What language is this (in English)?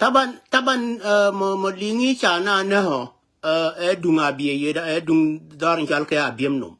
Nuer